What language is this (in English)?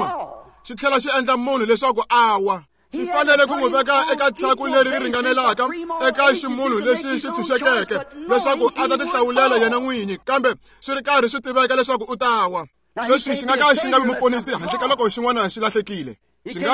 Tsonga